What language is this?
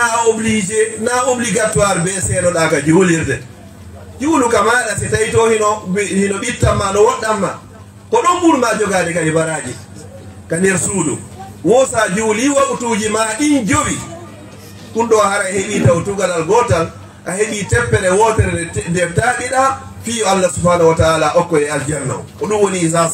Fula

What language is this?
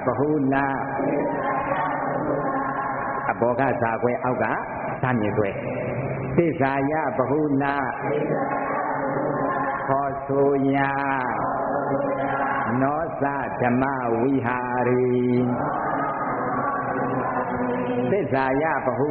Burmese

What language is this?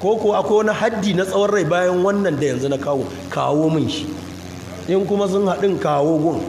Hausa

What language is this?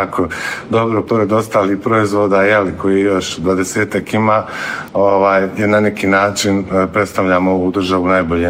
Bosnian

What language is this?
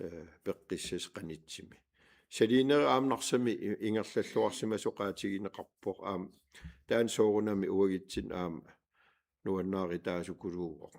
Kalaallisut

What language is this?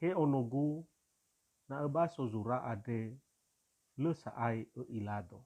Nias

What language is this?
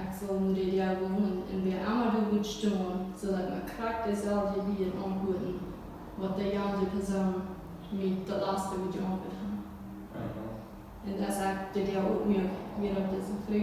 Plautdietsch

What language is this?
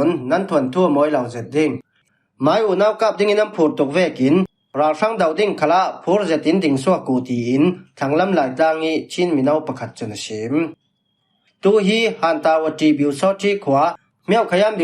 Falam Chin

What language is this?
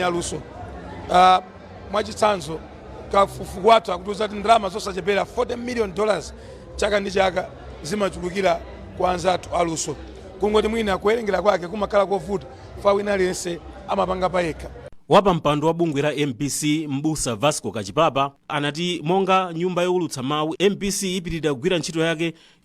Nyanja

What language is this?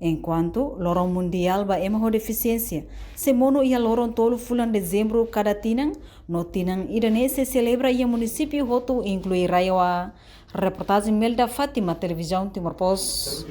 Tetum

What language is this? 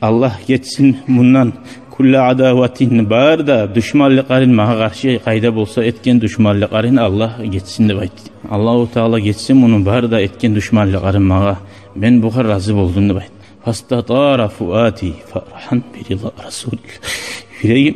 Kumyk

